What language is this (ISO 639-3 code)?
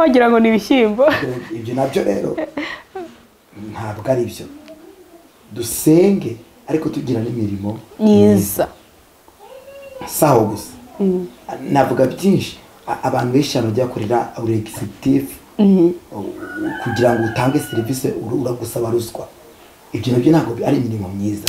kin